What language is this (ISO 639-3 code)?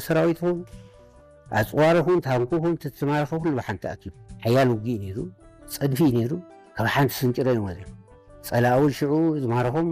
tir